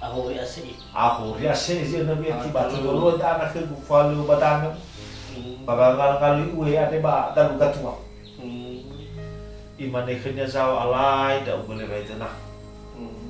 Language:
Nias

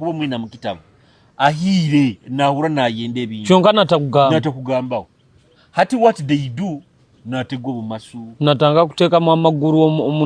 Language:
Nyoro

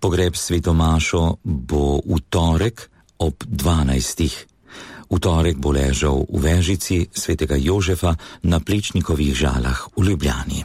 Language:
Slovenian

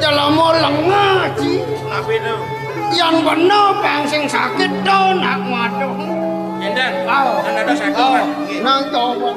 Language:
Balinese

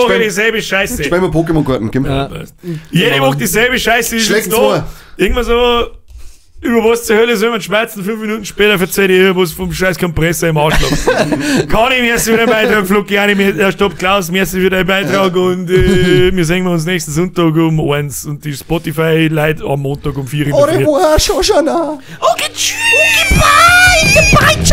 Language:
Bavarian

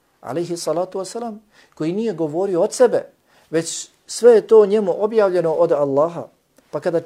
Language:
Bosnian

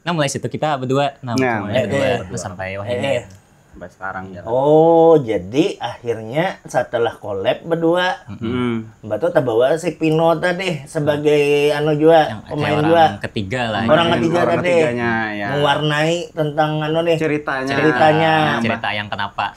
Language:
Banjar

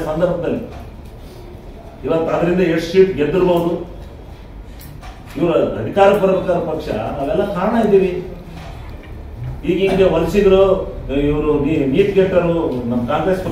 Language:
Kannada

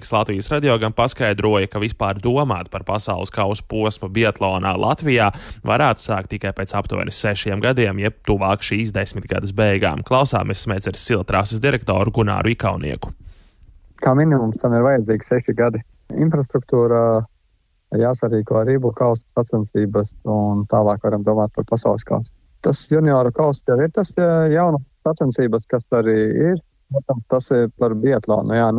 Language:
Latvian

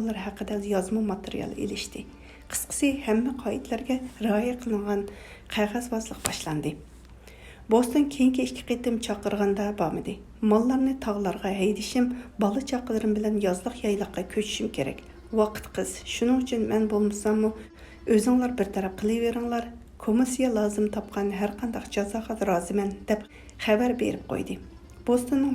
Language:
Uyghur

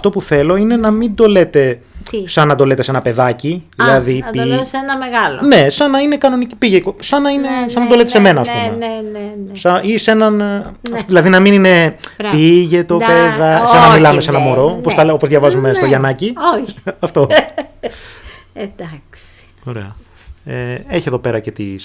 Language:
Greek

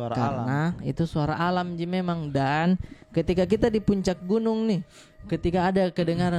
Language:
Makassar Malay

